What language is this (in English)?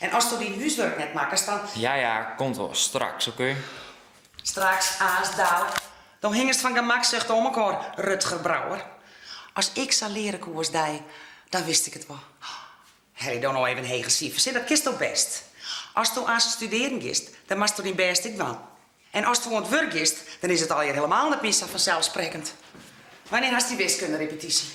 Western Frisian